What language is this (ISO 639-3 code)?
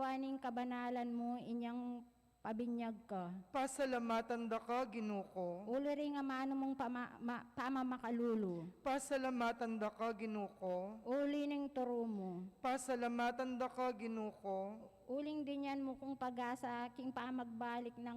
pam